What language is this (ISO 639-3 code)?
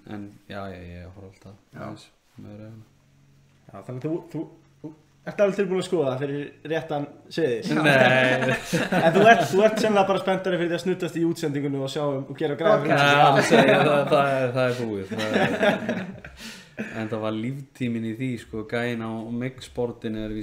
isl